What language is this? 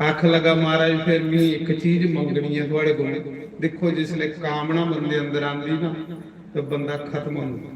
Dogri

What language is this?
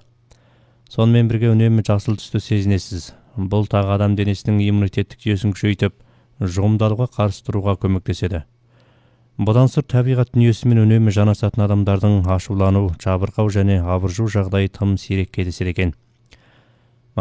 Kazakh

